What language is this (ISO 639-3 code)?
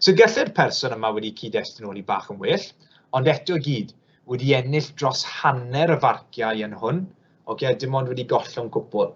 cym